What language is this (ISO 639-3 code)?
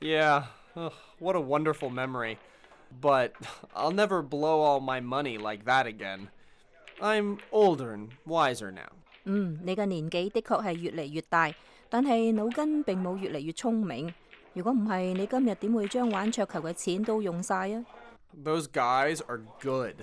yue